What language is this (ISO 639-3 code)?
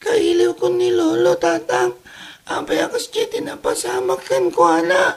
ilo